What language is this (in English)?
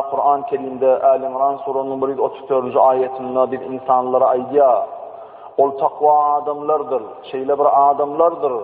Turkmen